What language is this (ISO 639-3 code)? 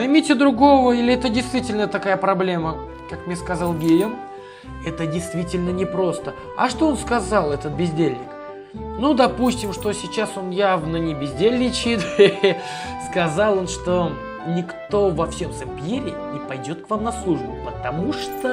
rus